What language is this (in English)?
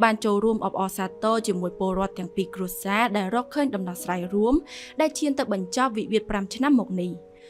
Khmer